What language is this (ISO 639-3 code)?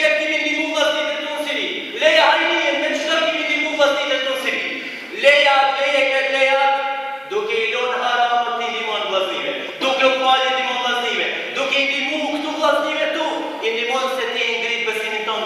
sqi